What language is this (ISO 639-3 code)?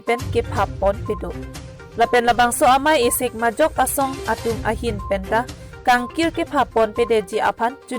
mjw